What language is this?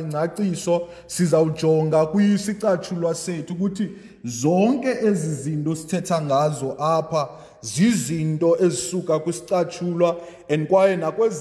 Xhosa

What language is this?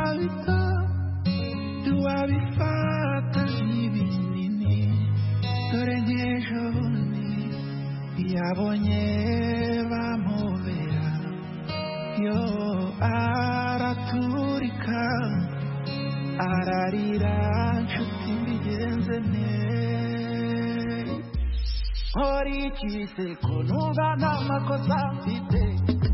Kinyarwanda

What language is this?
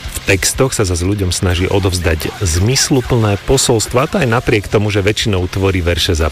Slovak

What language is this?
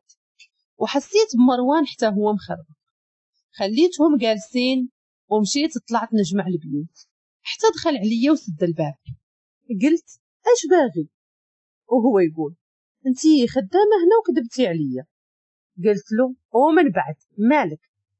Moroccan Arabic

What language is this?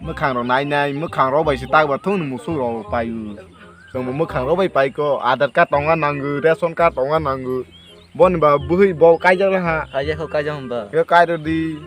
Kok Borok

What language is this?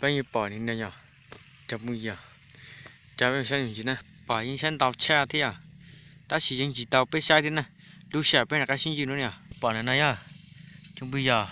Hmong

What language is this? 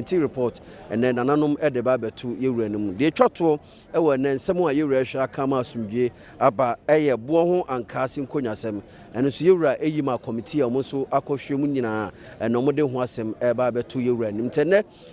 Akan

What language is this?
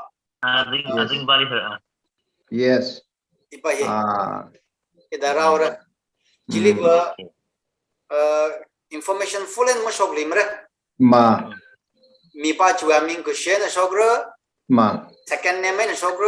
Tangkhul Naga (India)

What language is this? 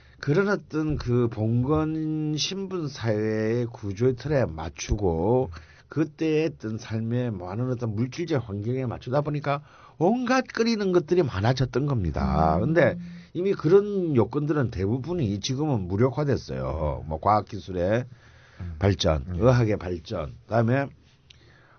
Korean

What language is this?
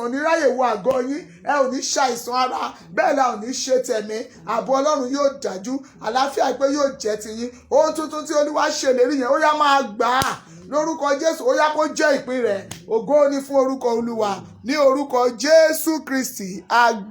Yoruba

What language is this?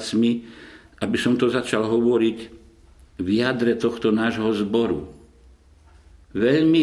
Slovak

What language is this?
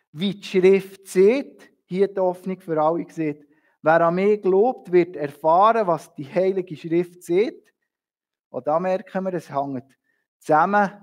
Swiss German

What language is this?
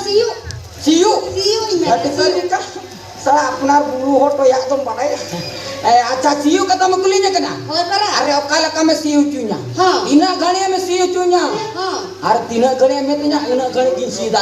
Santali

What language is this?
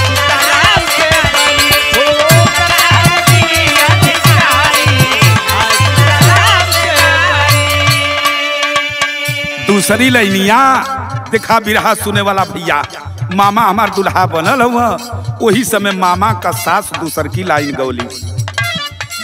Bhojpuri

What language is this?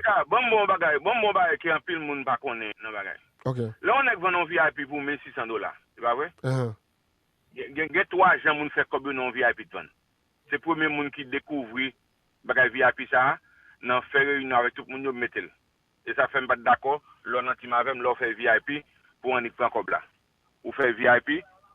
Haitian Creole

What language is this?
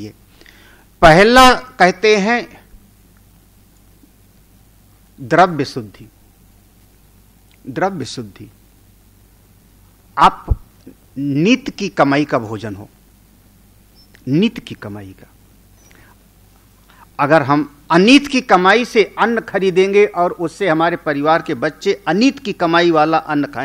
Hindi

